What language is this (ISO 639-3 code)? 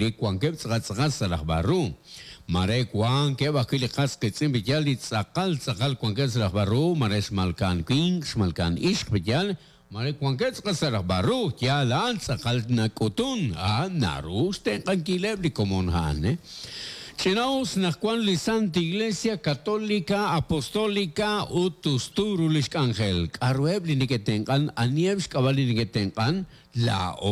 kek